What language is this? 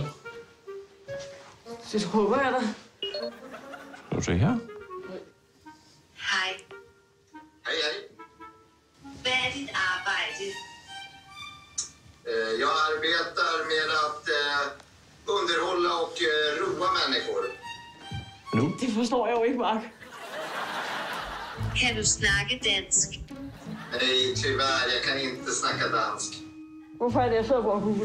Danish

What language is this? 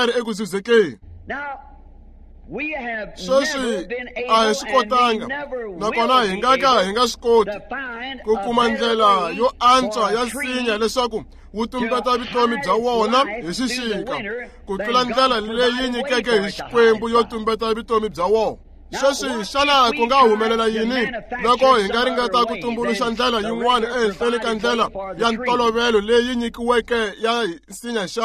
Tsonga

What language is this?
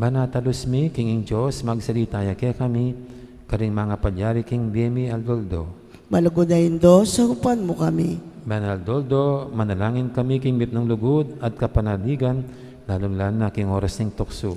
Pampanga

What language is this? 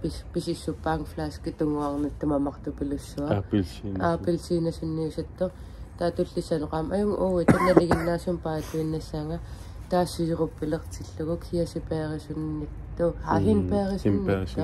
Kalaallisut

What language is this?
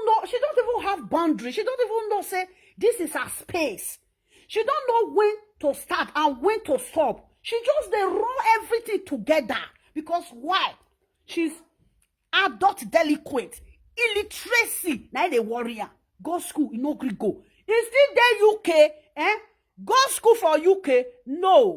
Nigerian Pidgin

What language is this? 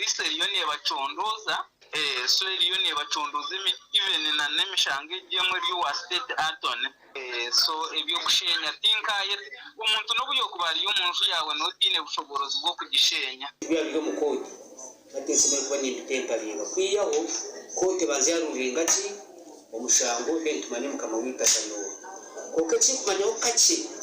Nyankole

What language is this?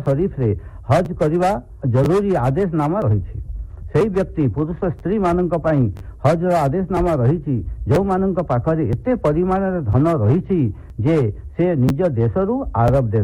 Odia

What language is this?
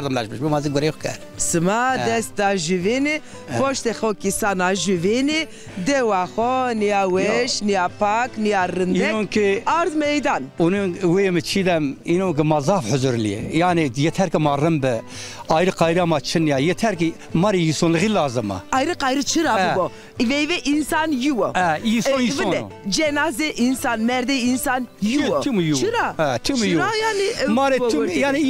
Zaza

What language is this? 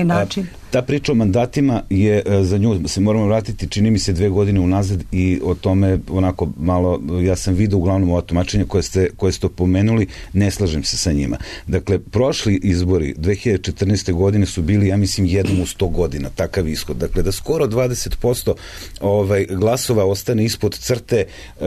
Serbian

